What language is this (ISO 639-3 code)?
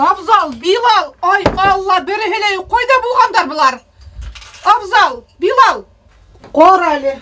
bak